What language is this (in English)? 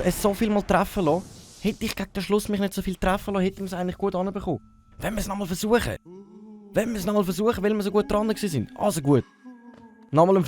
Swiss German